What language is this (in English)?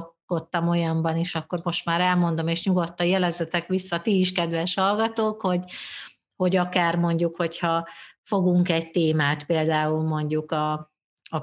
Hungarian